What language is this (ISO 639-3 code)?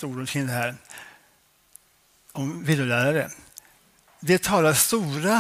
swe